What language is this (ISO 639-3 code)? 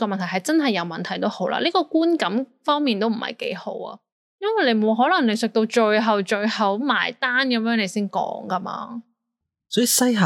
yue